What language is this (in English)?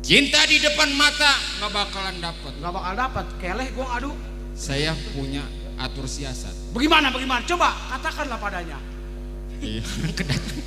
Betawi